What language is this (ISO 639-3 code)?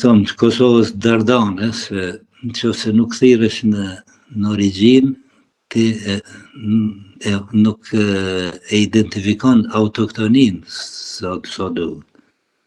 sqi